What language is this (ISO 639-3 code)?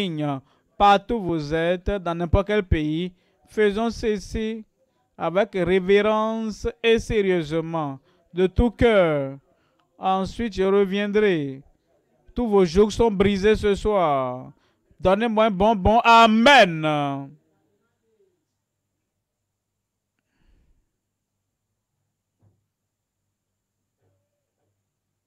fra